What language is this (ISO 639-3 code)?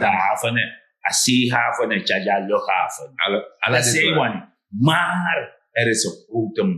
srn